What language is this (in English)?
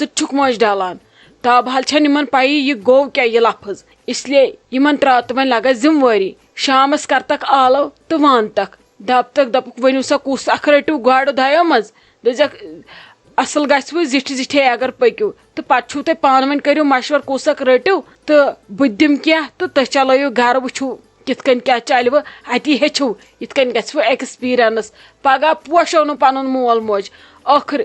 Kashmiri